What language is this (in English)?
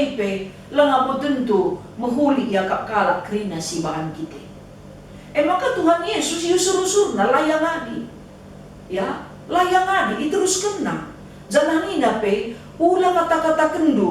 Batak Karo